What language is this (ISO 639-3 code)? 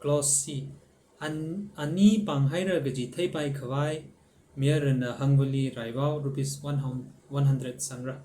nmf